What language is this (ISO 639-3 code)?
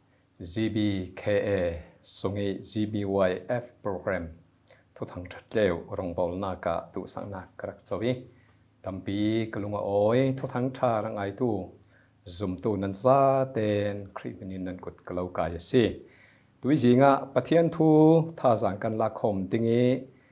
cfm